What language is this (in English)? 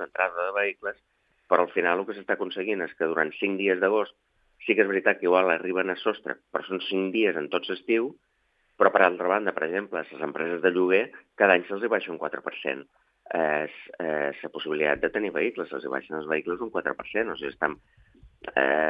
Catalan